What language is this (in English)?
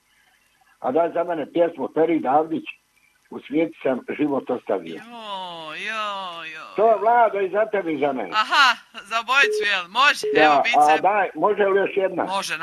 Croatian